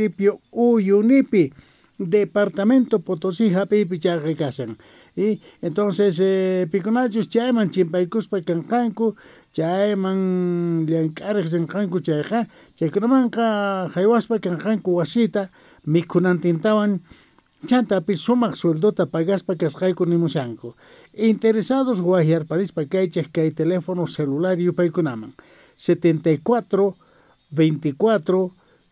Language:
Quechua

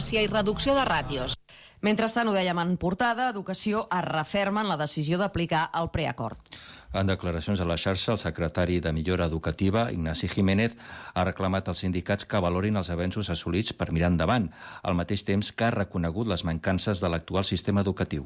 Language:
Catalan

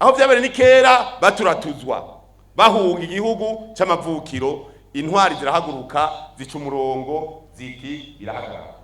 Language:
Rundi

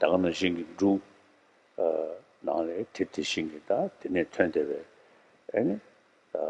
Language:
Tibetan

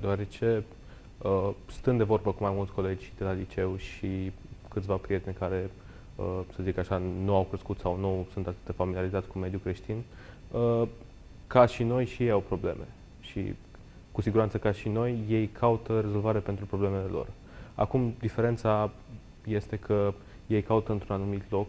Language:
Romanian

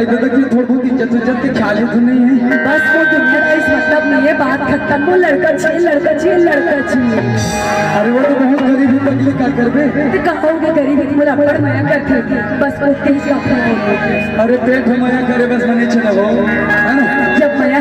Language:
Chhattisgarhi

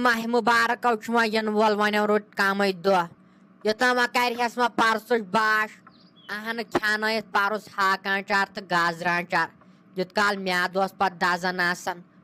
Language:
Kashmiri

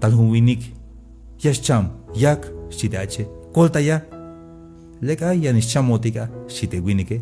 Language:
Tzeltal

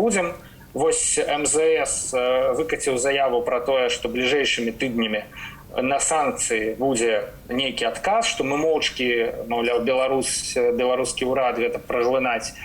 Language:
Belarusian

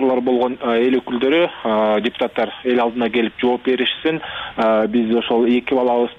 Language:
Kyrgyz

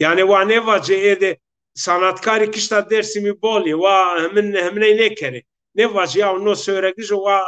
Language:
Zaza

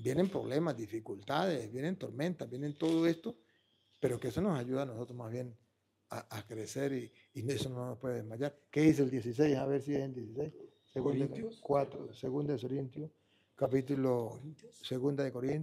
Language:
Spanish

